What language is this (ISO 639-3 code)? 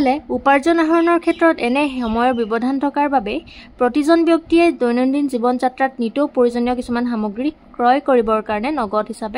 asm